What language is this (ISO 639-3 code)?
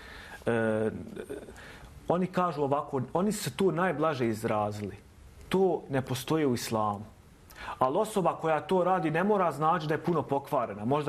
bos